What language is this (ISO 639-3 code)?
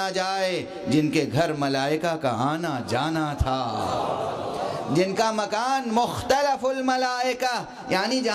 urd